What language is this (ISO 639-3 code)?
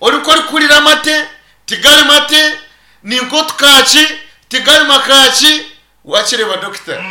nyn